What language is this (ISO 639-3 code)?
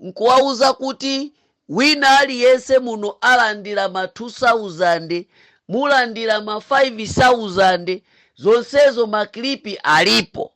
nya